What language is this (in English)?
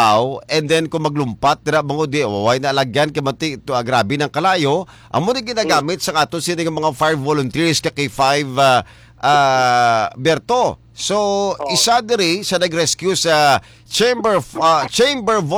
Hiligaynon